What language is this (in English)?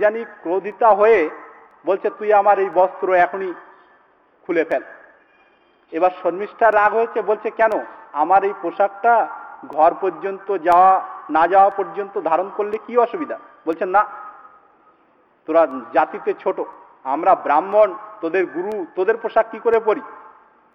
Bangla